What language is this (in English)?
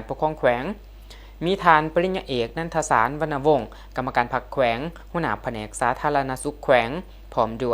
Lao